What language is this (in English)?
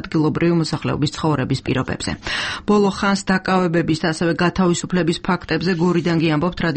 Georgian